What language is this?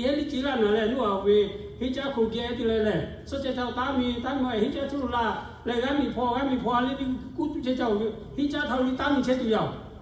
Lahu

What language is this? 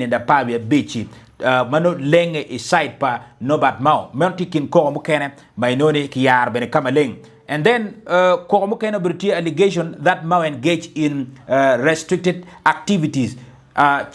Acoli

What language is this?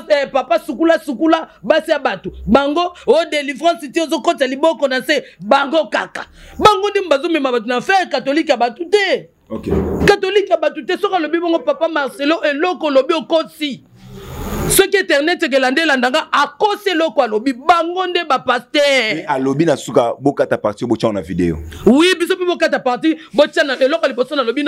Lingala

